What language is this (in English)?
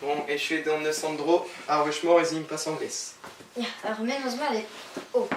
Breton